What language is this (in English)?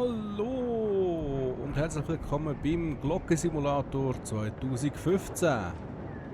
Swiss German